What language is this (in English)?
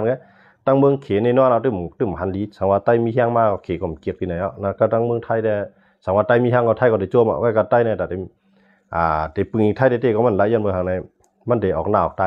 Shan